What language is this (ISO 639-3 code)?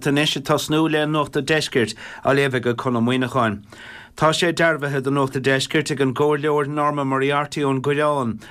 gle